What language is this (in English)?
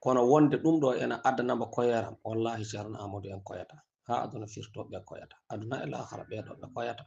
Fula